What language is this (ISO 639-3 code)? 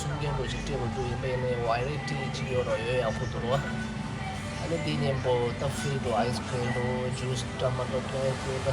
bod